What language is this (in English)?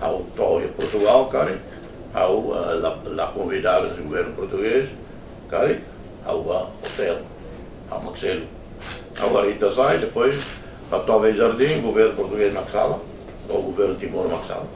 Tetum